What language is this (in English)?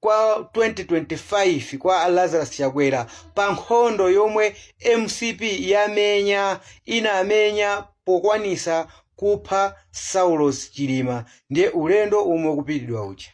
Nyanja